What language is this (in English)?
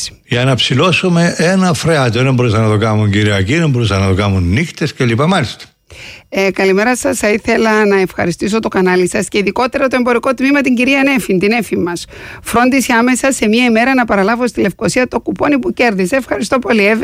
Greek